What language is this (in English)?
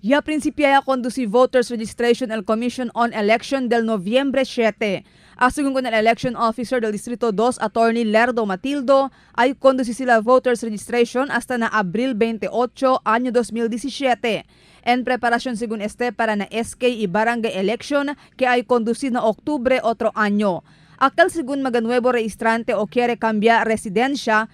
Chavacano